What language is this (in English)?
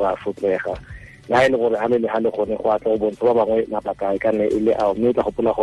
Tswana